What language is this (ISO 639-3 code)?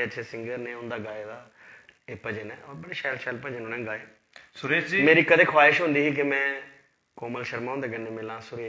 doi